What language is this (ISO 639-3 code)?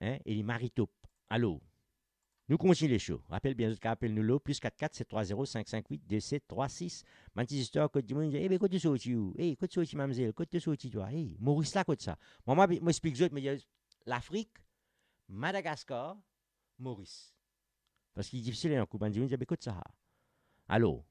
mfe